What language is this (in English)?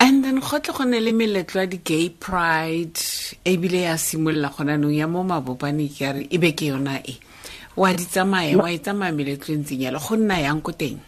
Tswana